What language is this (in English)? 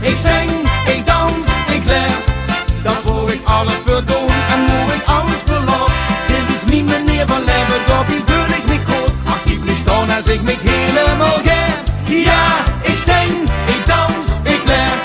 Limburgish